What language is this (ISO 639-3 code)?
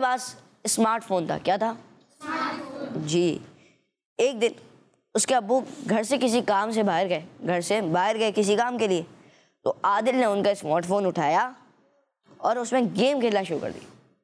hin